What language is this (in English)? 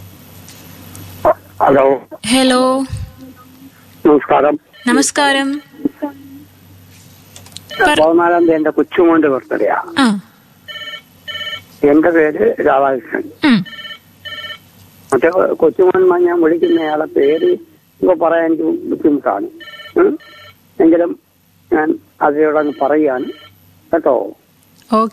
Malayalam